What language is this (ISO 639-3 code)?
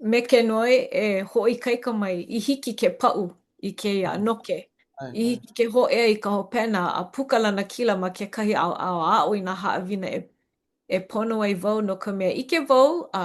haw